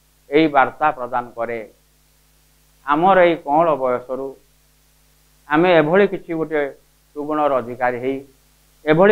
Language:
Odia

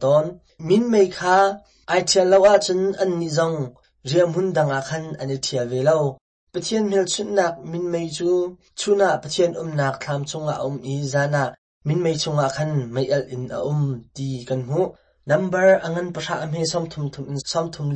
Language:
Hakha Chin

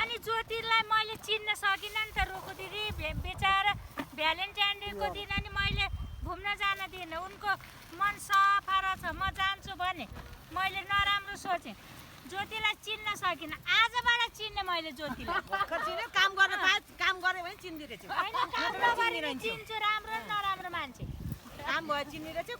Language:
Nepali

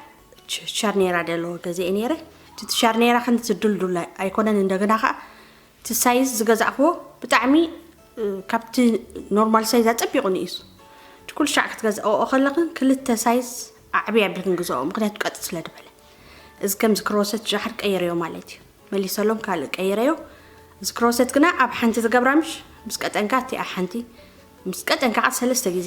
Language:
Tigrinya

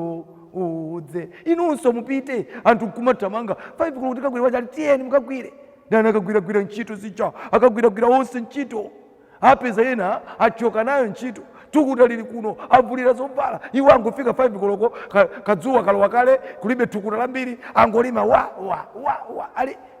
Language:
Nyanja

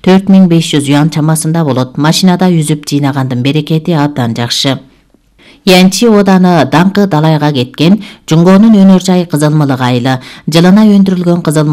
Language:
Kyrgyz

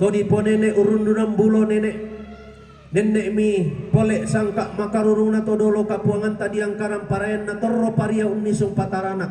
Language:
Toraja-Sa'dan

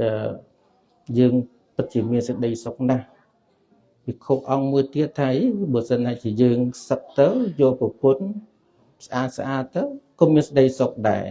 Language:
Khmer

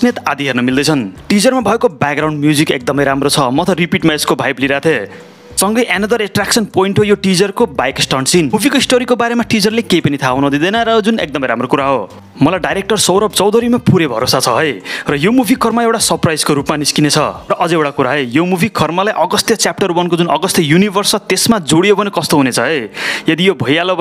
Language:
Nepali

